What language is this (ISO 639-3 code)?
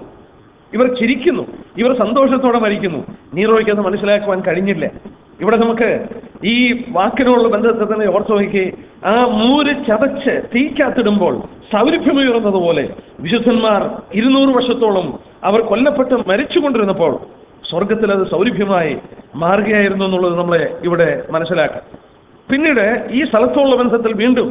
mal